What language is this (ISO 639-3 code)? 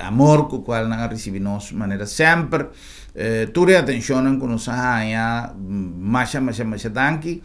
pap